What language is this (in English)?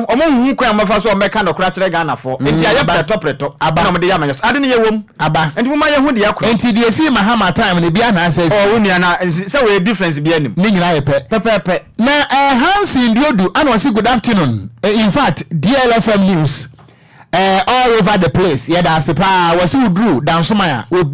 Akan